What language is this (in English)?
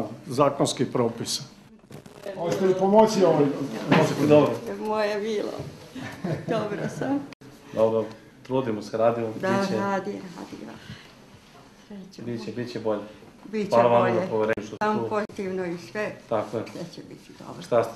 Serbian